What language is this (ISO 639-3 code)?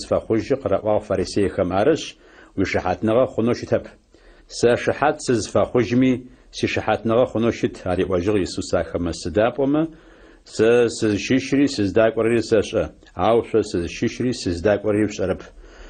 ady